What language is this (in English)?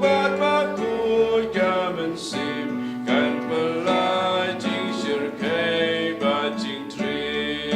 Khasi